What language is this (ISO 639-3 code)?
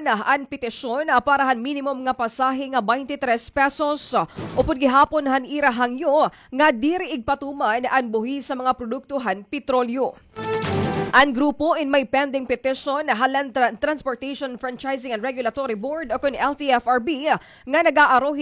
war